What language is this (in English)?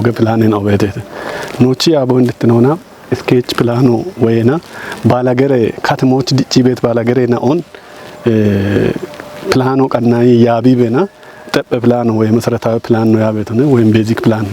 Kafa